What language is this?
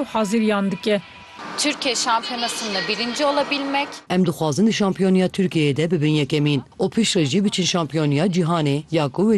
Kurdish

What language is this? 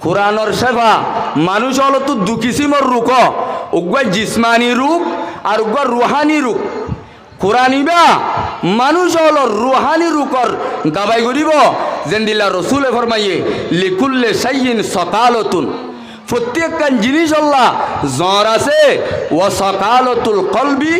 Rohingya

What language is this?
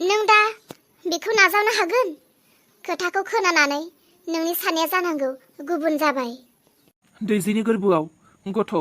Bodo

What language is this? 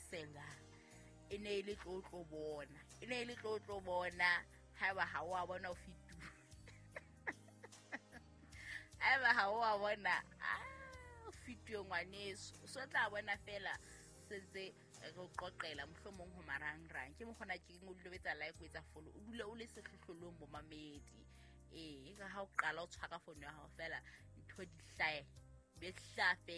Southern Sotho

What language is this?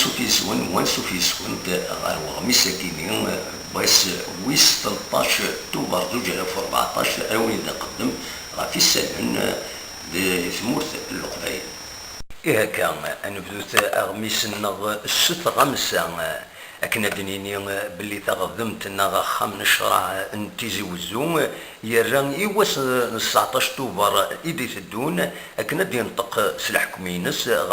Kabyle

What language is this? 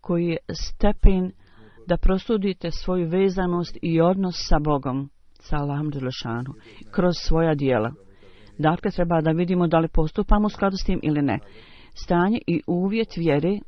Bosnian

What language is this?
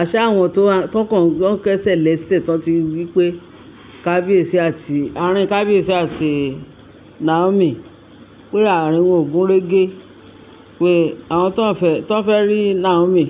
Yoruba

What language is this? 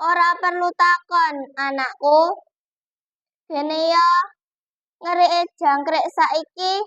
Javanese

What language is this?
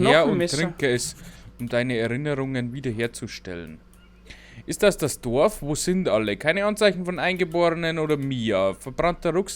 Bavarian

